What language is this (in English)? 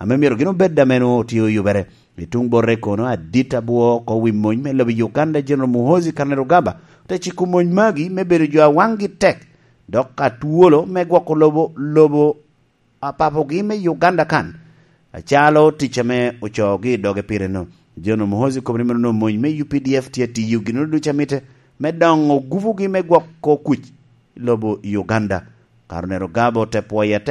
Lango (Uganda)